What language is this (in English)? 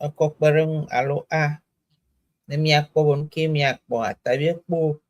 Ewe